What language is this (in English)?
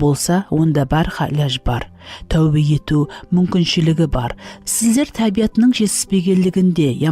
Kara-Kalpak